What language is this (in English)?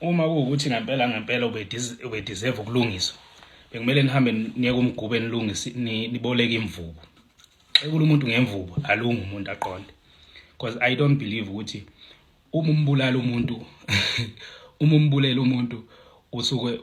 Zulu